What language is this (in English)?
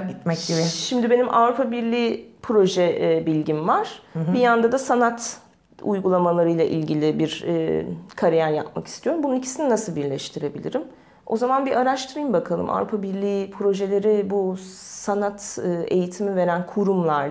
Turkish